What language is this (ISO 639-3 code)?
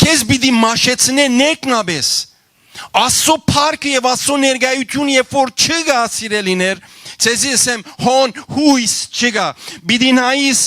hyw